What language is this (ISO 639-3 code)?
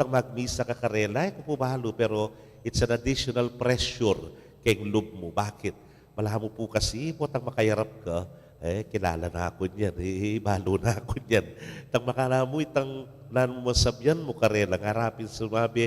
pam